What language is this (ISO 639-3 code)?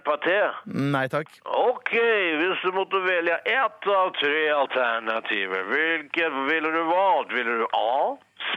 nor